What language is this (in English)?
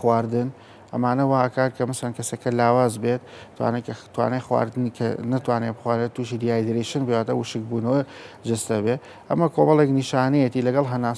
Central Kurdish